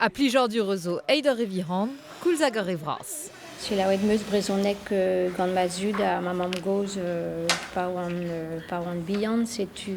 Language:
Breton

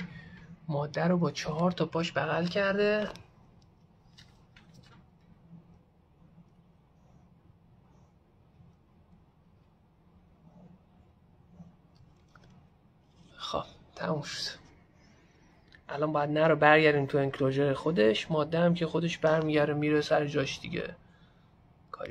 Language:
Persian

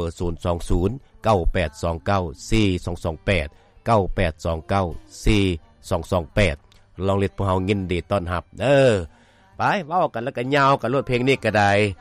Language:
Lao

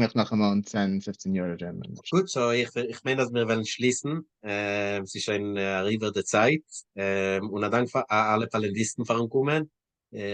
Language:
Yiddish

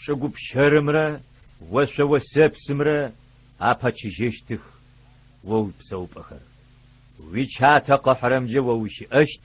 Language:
Adyghe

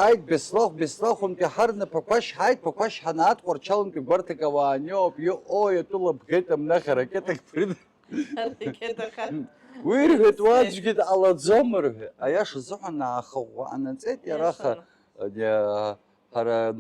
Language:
Abkhazian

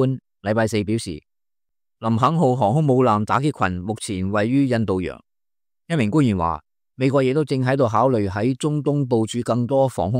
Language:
Cantonese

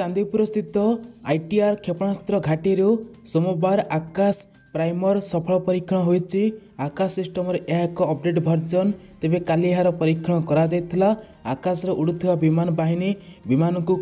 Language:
Odia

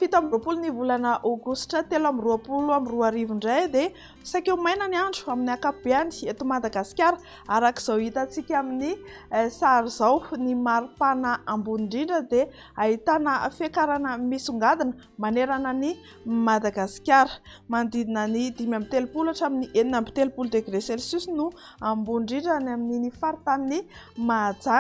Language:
Malagasy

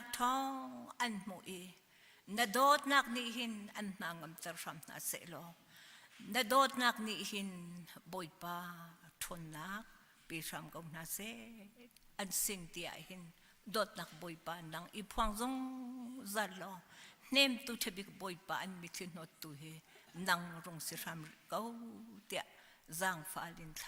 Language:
Hakha Chin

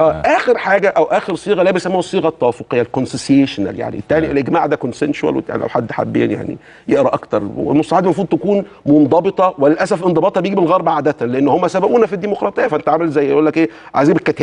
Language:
Egyptian Arabic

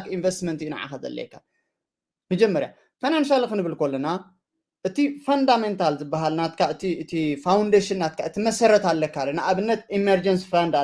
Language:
Tigrinya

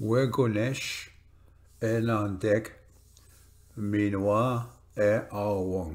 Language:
Ojibwa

